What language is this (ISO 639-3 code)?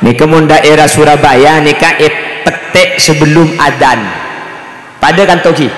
mad